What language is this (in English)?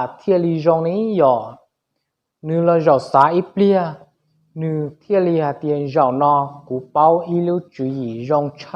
Hmong